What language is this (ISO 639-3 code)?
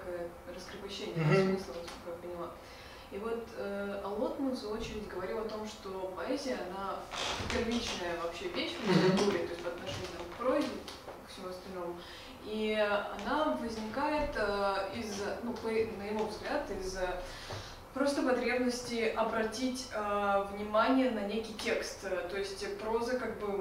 rus